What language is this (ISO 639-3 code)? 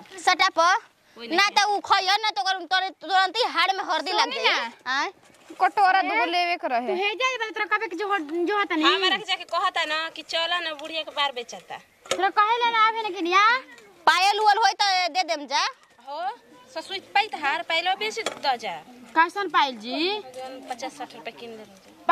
bho